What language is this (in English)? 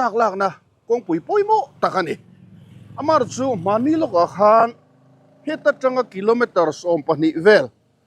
Mizo